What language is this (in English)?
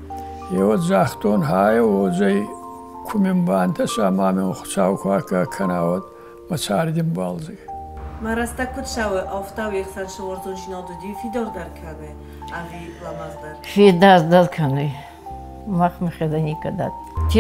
Ossetic